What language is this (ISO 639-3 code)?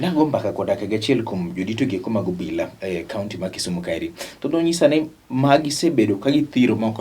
luo